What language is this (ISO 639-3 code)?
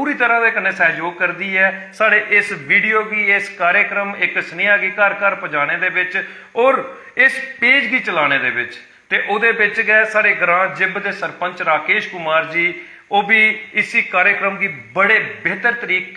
doi